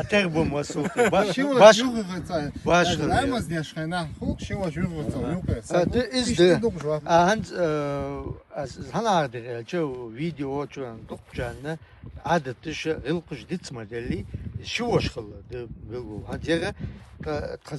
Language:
Chechen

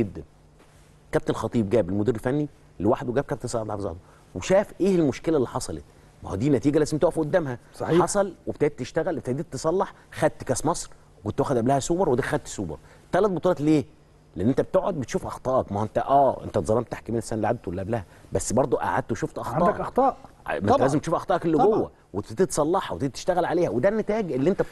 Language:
Egyptian Arabic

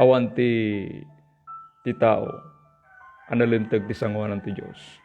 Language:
Iloko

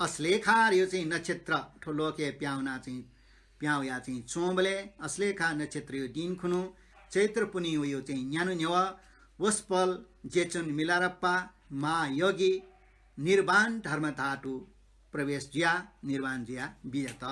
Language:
Newari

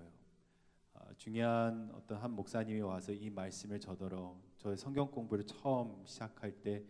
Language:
Korean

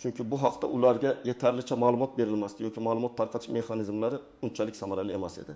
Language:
Uzbek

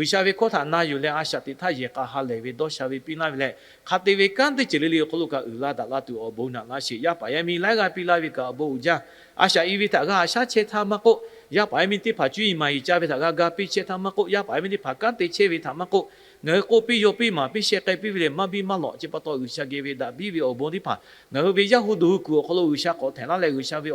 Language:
Lahu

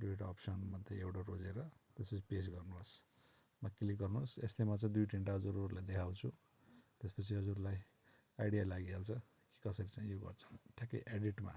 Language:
Nepali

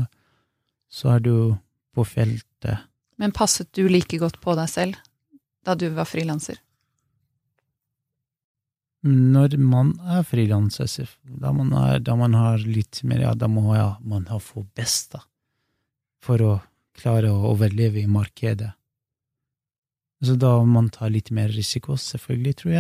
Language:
Norwegian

